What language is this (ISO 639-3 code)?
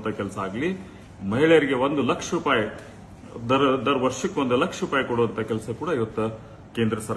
kan